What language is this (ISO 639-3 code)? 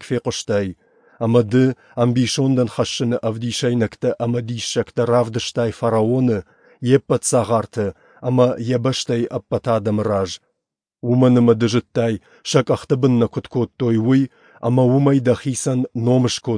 oss